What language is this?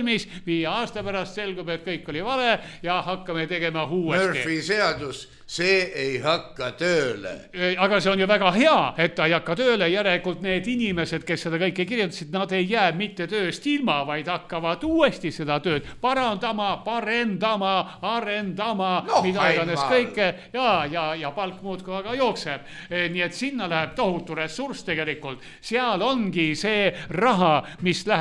Estonian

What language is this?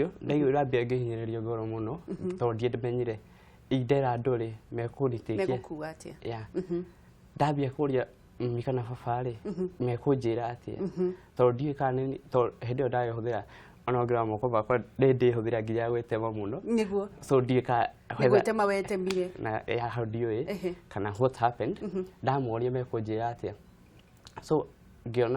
Kikuyu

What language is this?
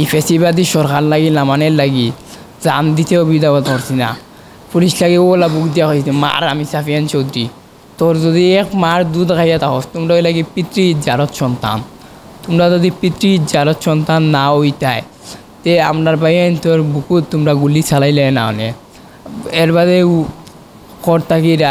Sylheti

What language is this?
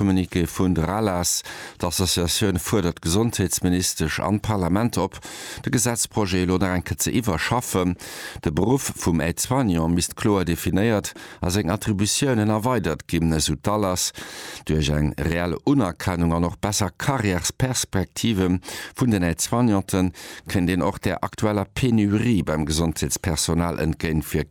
Luxembourgish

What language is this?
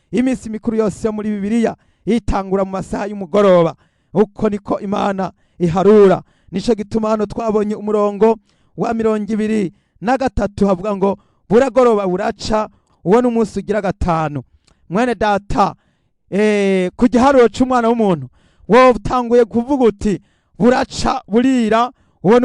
Rundi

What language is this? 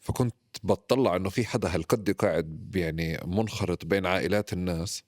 North Levantine Arabic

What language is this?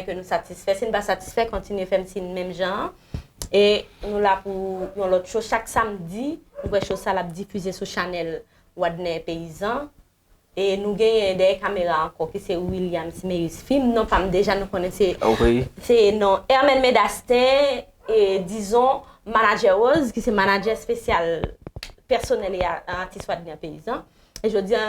Haitian Creole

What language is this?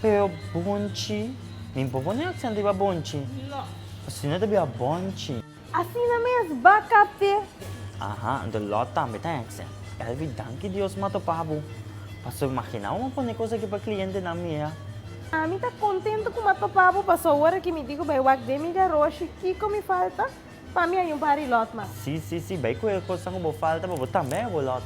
Papiamento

